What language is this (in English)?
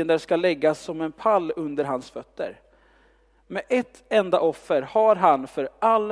Swedish